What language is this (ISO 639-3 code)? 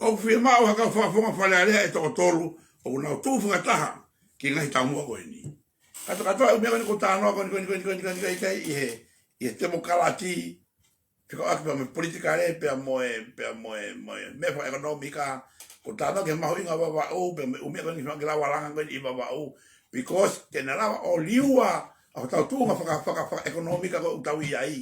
ton